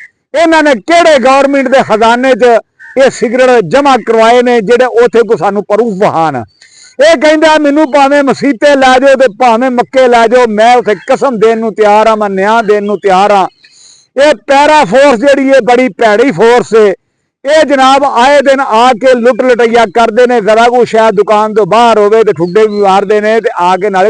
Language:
Western Panjabi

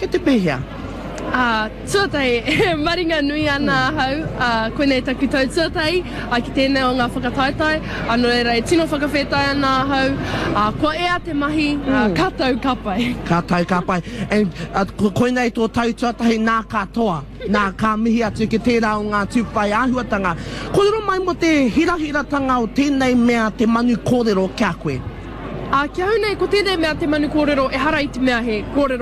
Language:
Māori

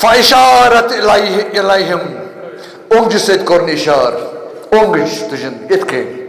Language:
Kashmiri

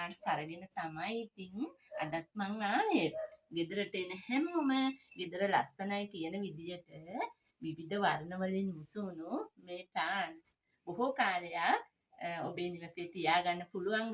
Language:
Sinhala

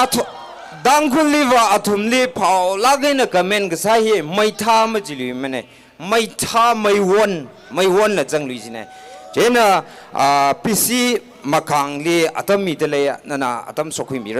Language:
Tangkhul Naga (India)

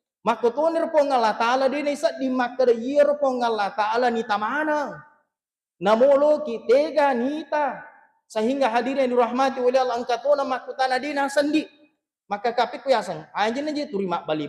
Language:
Buginese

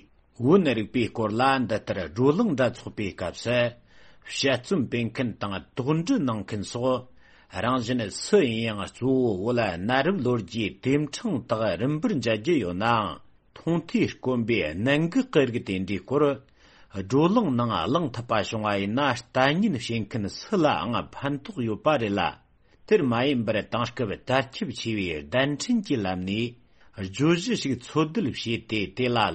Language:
Tibetan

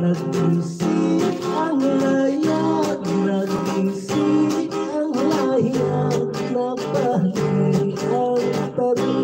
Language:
Hiligaynon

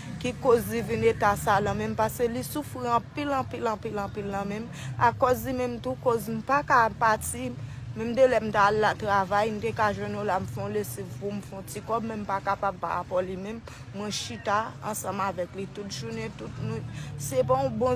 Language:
Haitian Creole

